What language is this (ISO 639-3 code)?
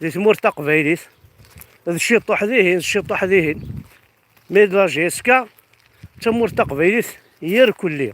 kab